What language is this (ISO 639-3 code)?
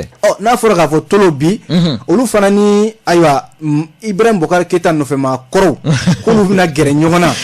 bam